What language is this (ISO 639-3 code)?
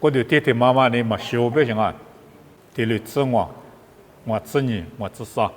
lis